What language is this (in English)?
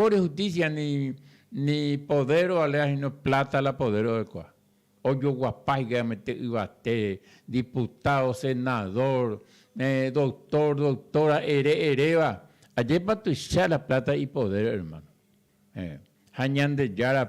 Guarani